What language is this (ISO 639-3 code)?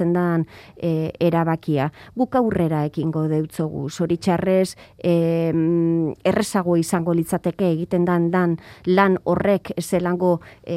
eus